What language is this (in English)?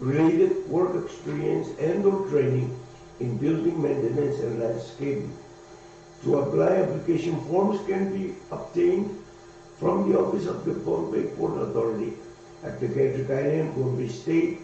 Pohnpeian